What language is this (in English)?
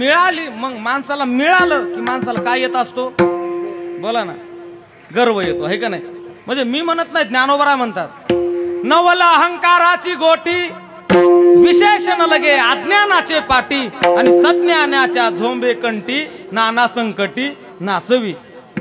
Marathi